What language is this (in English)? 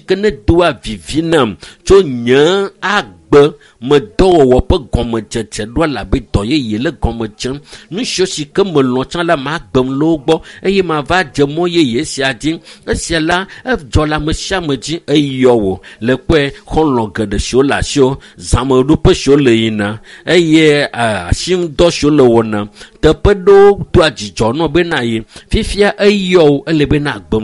Ewe